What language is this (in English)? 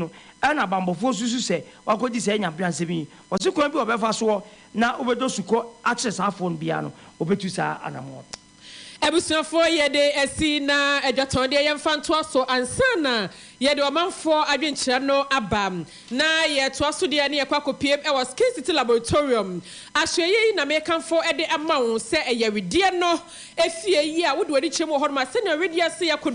Akan